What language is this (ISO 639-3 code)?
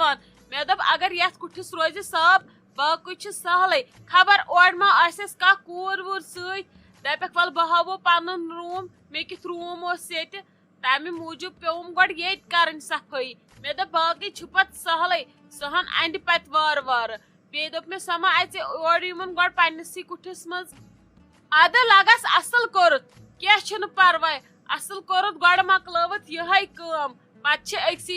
kas